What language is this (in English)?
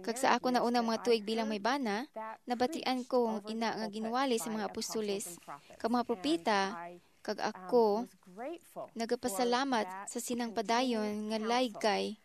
Hiligaynon